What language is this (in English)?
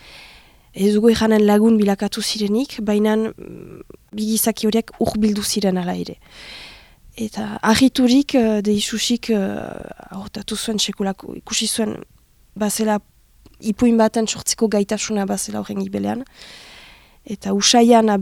Basque